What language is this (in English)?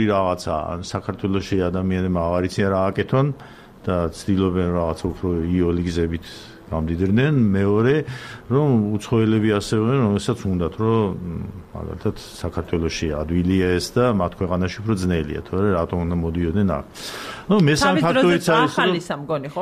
Georgian